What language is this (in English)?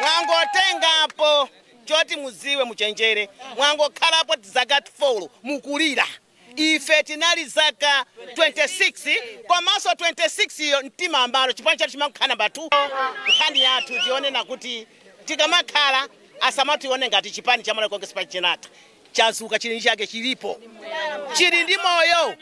Nyanja